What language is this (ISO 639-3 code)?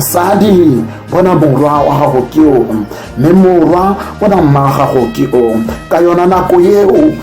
tsn